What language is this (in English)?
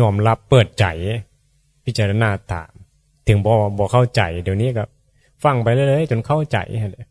Northeastern Thai